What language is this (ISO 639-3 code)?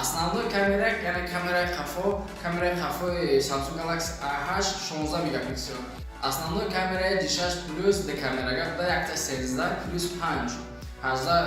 tgk